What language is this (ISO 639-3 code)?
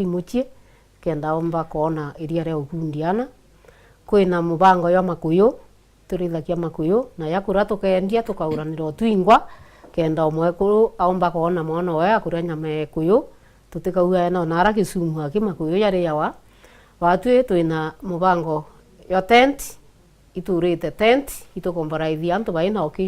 mer